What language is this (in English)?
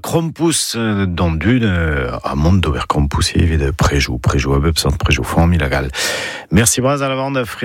Breton